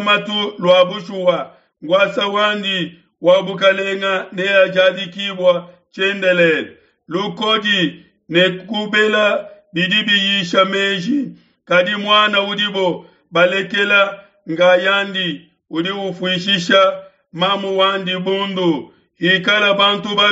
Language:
Luba-Lulua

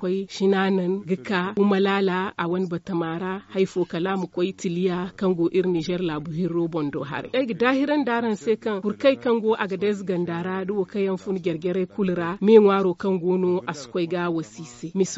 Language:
Zarma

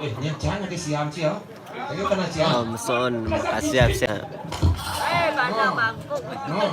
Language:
Balinese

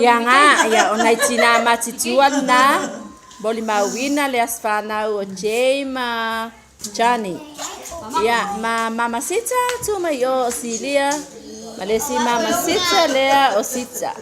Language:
Samoan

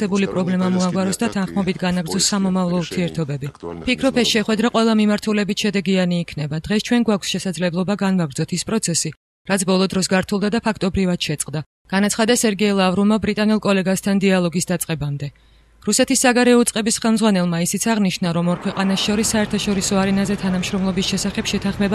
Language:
Georgian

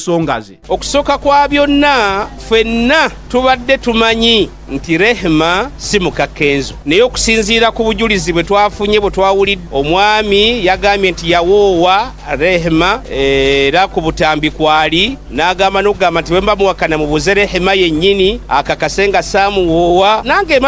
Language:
Ganda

